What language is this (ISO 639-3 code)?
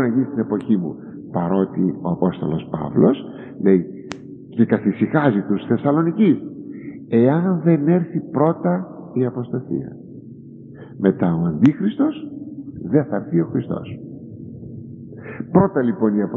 ell